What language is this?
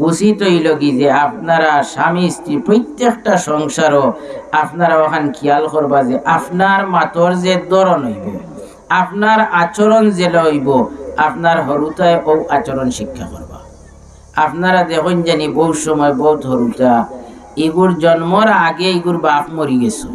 Sylheti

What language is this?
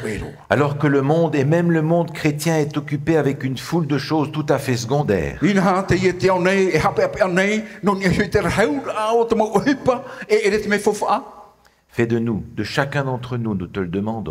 Tahitian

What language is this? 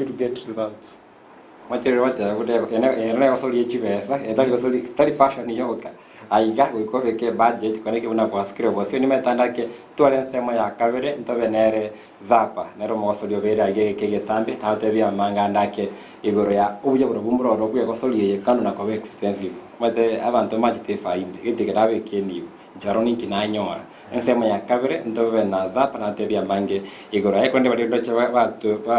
Gusii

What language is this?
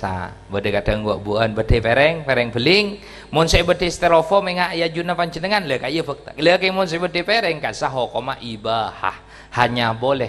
Madurese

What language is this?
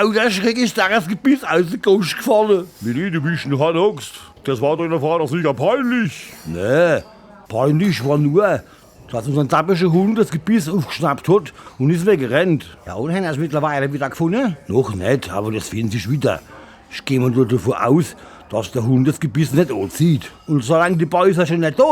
Palatine German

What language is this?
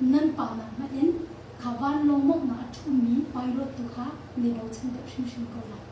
Hakha Chin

